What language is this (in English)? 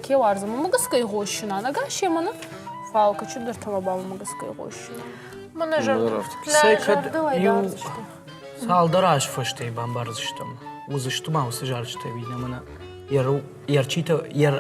Ossetic